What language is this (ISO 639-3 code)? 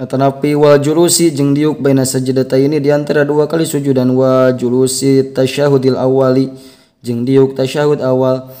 sun